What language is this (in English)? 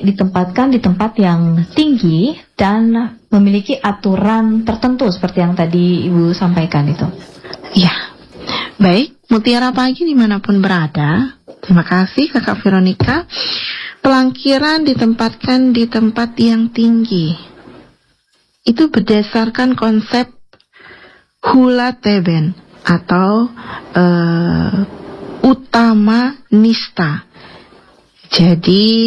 Indonesian